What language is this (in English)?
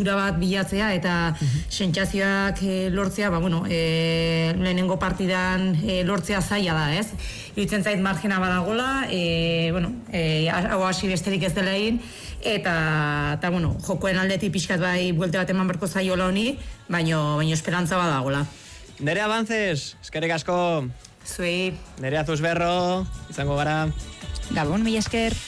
Basque